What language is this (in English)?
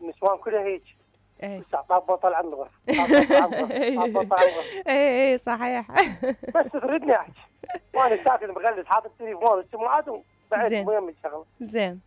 Mesopotamian Arabic